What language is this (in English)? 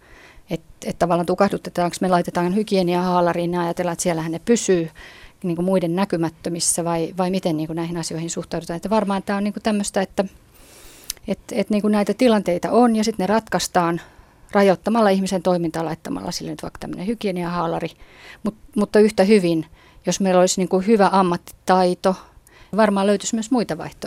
Finnish